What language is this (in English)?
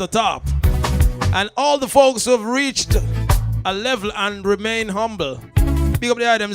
Jamaican Creole English